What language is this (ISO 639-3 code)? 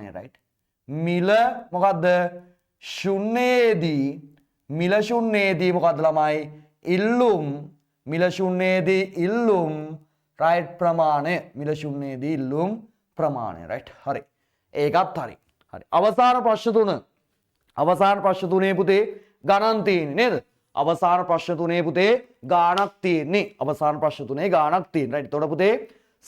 sin